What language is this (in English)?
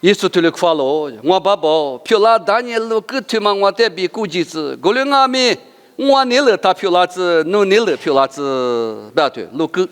Lisu